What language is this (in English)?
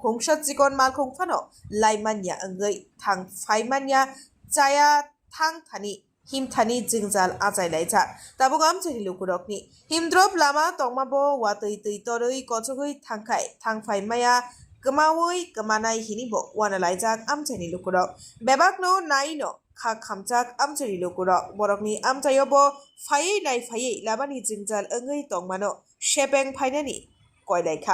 Kok Borok